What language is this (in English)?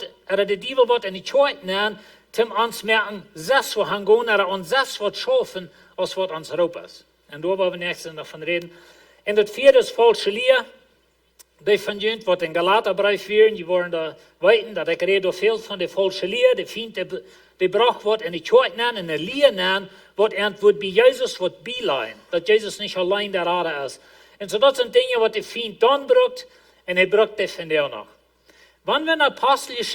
Plautdietsch